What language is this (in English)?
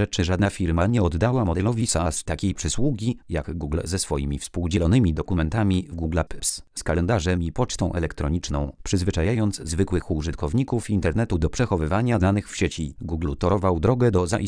Polish